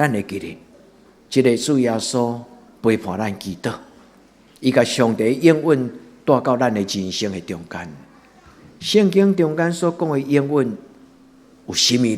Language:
Min Nan Chinese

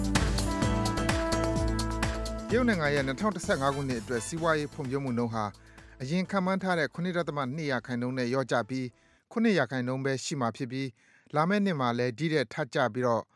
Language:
Burmese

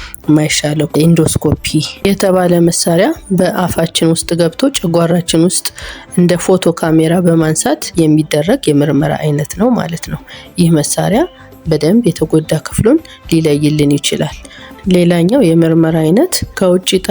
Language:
Amharic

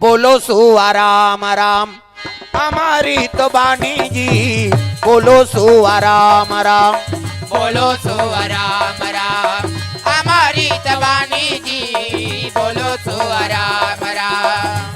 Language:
Chhattisgarhi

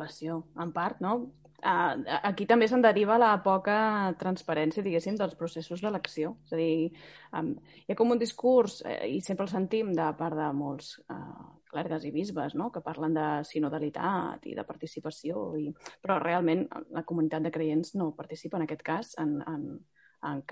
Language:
Catalan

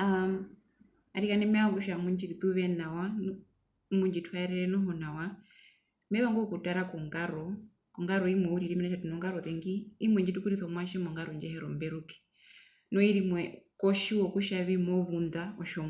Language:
Herero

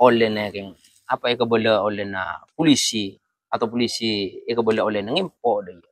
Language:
Madurese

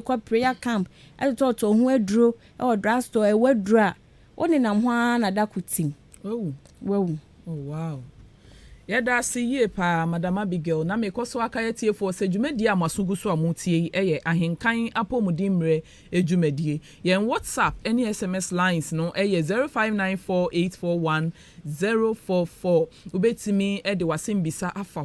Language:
Akan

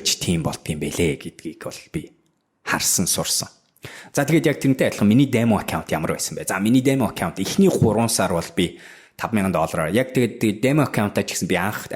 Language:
Mongolian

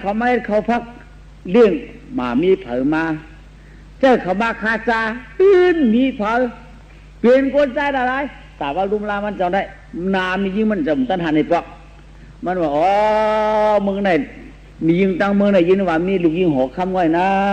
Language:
Shan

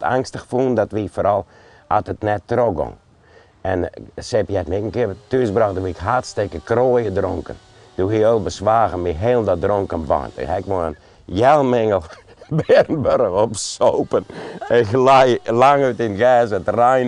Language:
Western Frisian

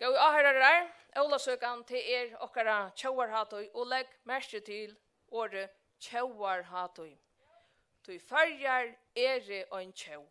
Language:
Faroese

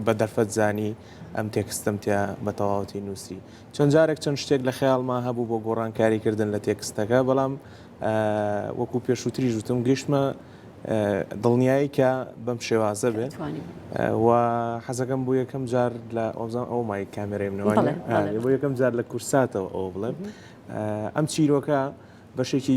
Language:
Central Kurdish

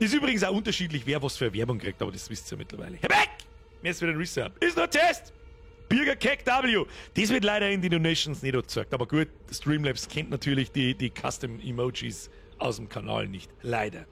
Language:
Bavarian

